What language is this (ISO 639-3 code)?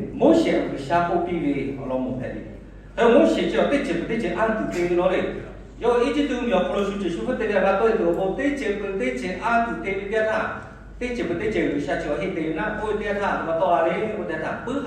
lhu